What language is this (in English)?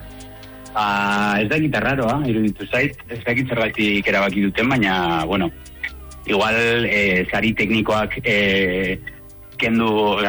Basque